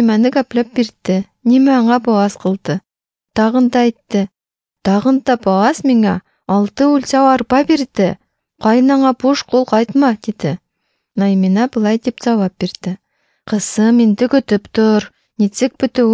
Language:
Tatar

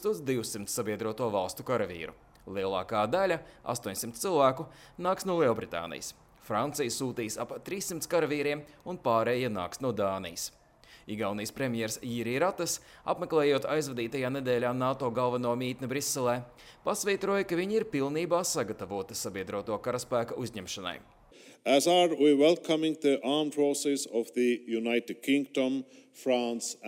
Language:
Latvian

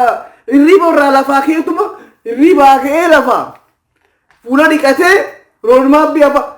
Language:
Oromo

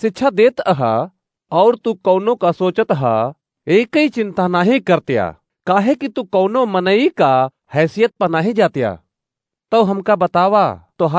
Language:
Awadhi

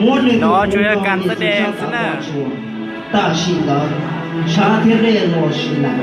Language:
Hmong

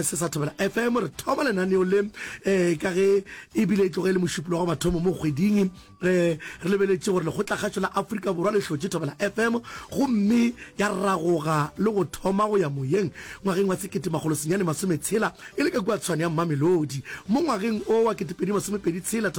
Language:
Northern Sotho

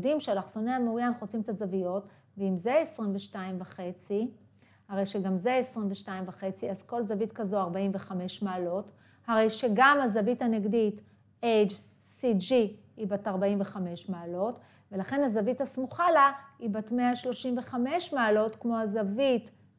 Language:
Hebrew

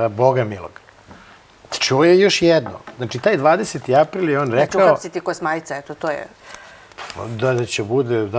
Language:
Serbian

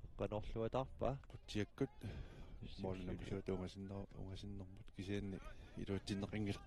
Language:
Kalaallisut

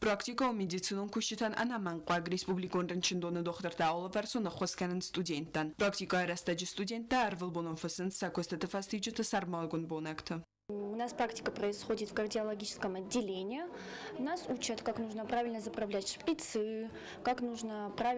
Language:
Ossetic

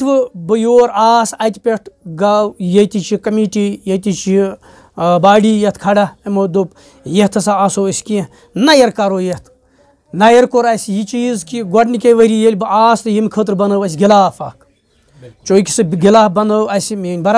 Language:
Kashmiri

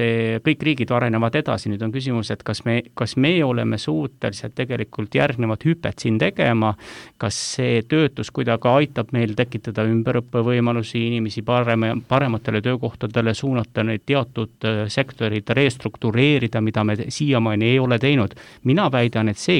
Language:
Estonian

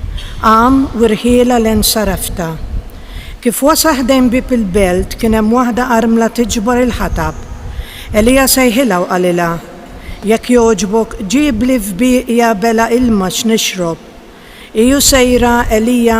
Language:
Maltese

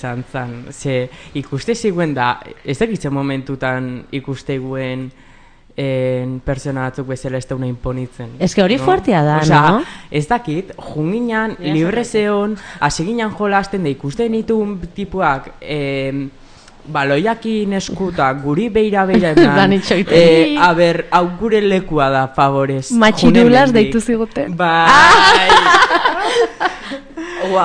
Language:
Basque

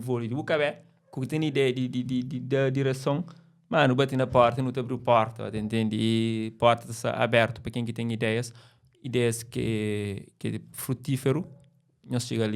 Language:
Kabuverdianu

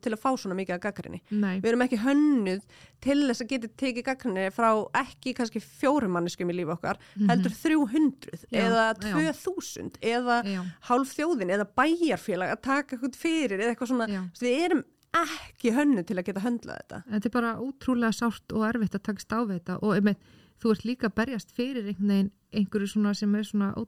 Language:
Icelandic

